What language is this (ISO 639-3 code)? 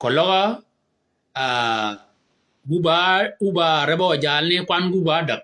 shk